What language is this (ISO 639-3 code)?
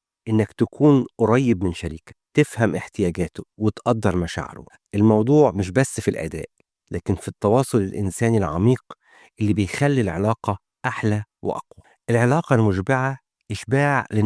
arz